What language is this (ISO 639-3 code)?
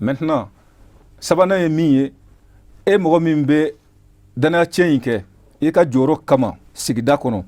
bam